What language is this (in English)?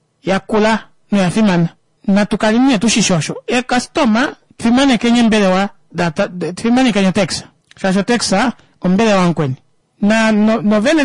Kuanyama